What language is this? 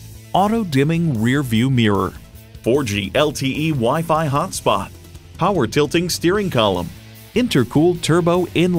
English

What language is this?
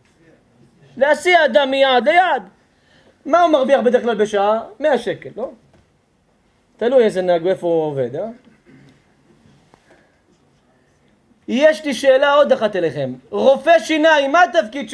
Hebrew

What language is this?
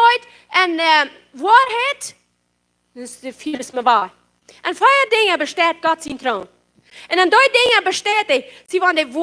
Plautdietsch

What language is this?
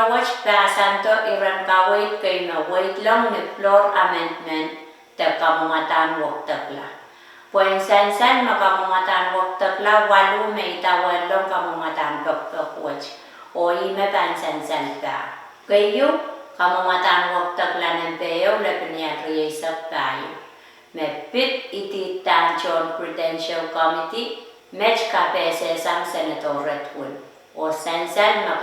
Pohnpeian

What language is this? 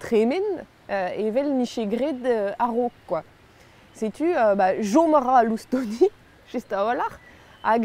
Breton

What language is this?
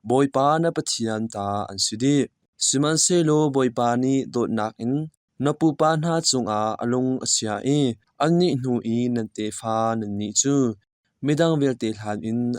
Hakha Chin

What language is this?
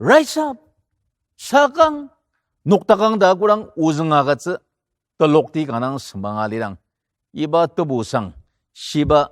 Ao Naga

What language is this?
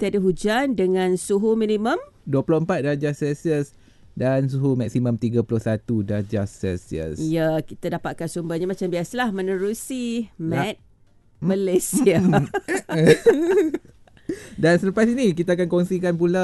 Malay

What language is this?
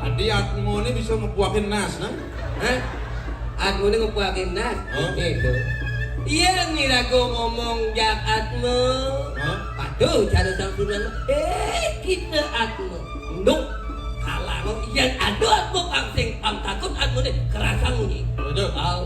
Balinese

